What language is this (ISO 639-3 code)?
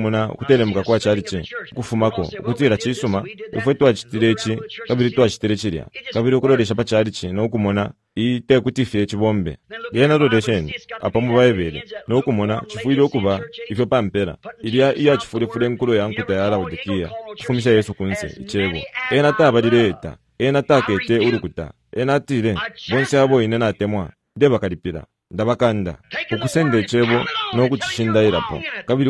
bem